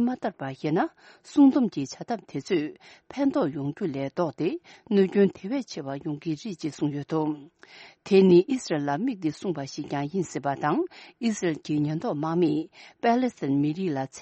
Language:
Tibetan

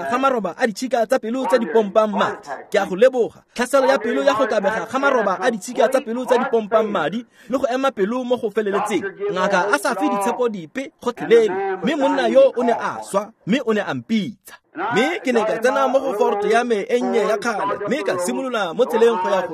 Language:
Tswana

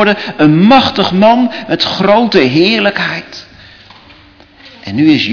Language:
Dutch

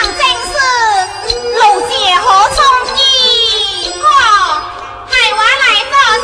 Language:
Min Nan Chinese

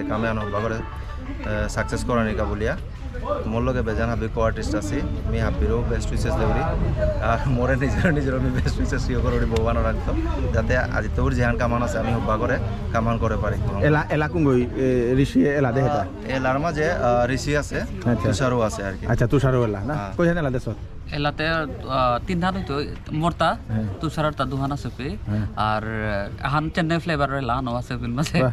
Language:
Bishnupriya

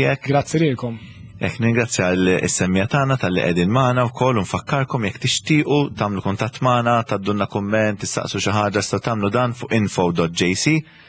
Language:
Maltese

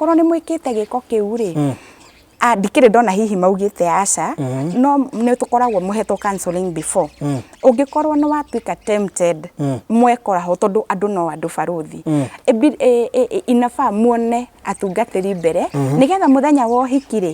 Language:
Kikuyu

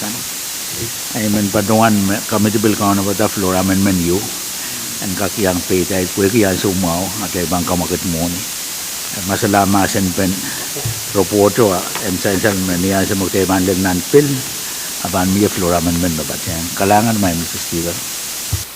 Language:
Pohnpeian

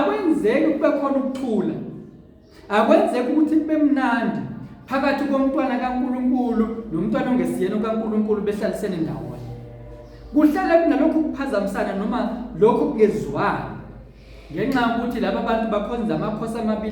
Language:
Zulu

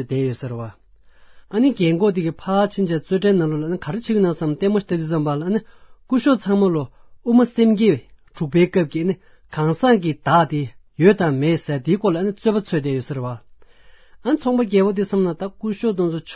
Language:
Tibetan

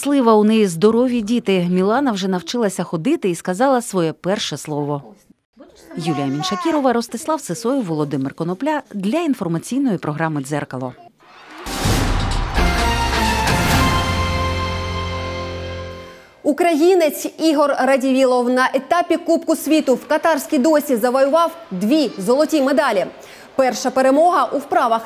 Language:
Ukrainian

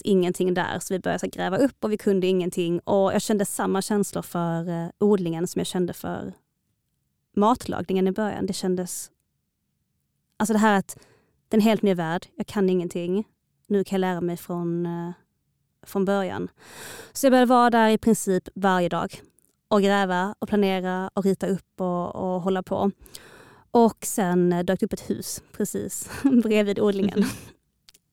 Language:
Swedish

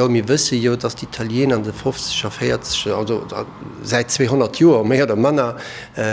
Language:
Luxembourgish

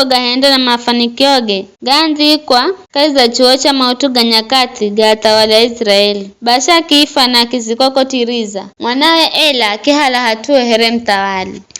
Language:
Giryama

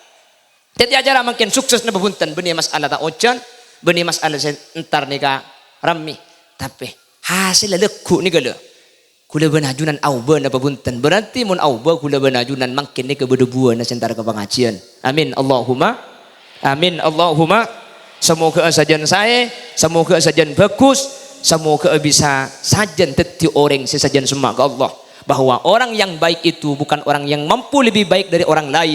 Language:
Madurese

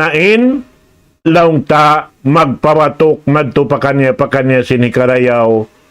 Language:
Tausug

